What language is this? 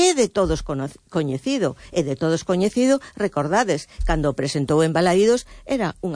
Galician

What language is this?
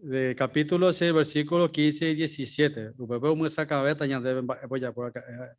Guarani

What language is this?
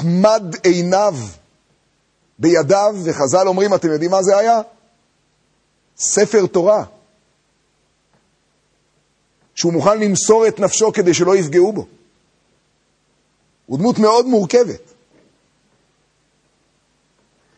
Hebrew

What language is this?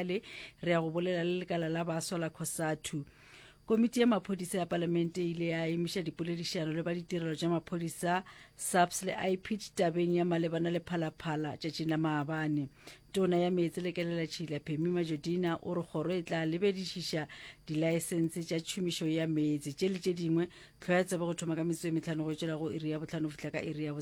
Northern Sotho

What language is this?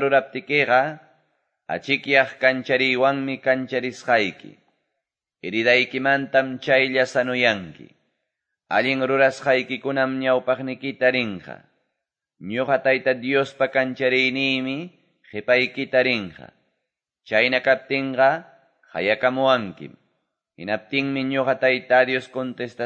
Quechua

